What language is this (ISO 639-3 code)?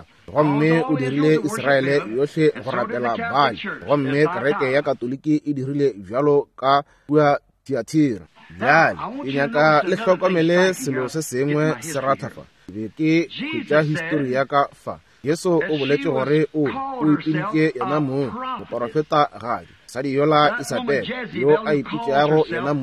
nso